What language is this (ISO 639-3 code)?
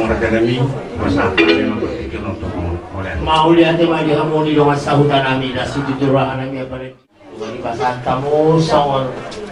bbc